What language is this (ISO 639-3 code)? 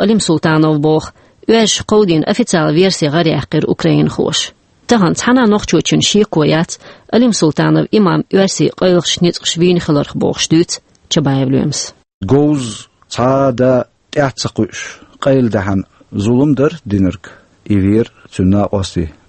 che